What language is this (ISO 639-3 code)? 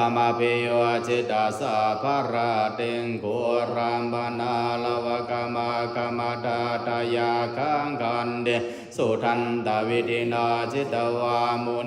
pli